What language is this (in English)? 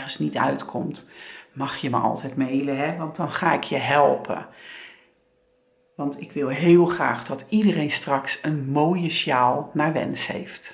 Dutch